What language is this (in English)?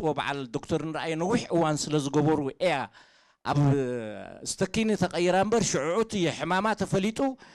Tigrinya